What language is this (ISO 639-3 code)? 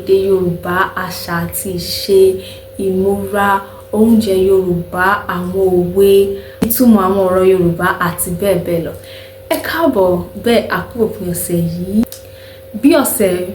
yor